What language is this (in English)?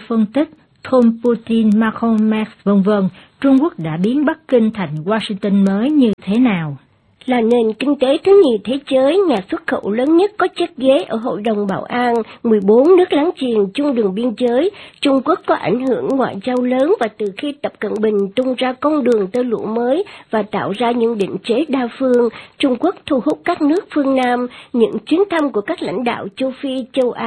Vietnamese